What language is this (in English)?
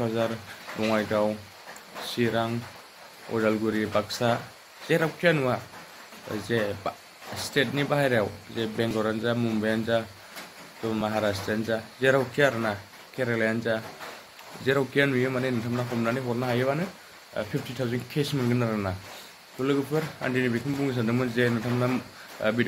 Bodo